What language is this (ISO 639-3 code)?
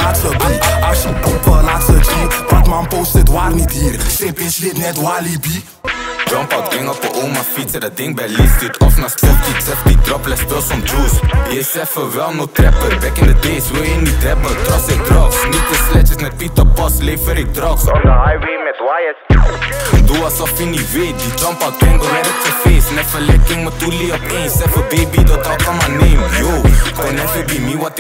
nld